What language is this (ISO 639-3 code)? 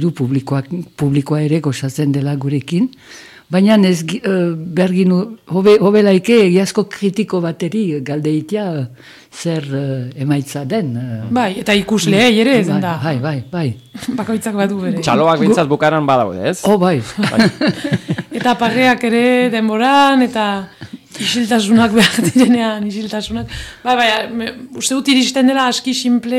eus